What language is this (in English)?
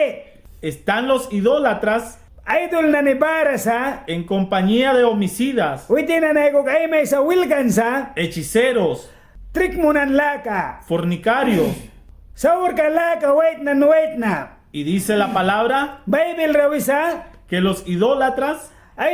Mískito